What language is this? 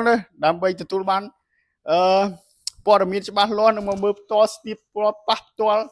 Khmer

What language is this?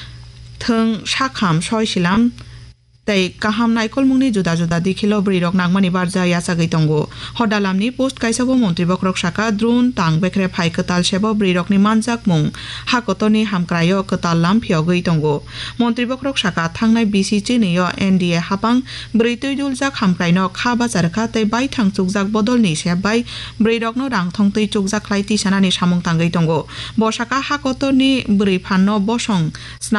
Kok Borok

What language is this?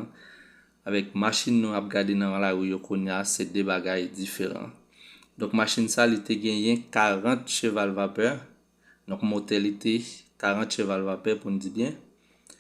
Haitian Creole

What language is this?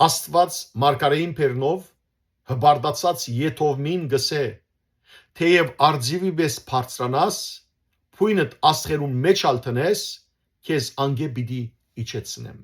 Western Armenian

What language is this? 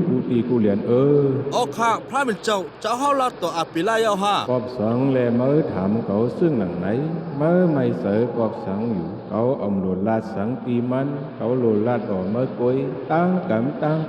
Shan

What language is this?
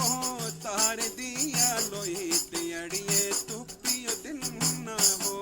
Dogri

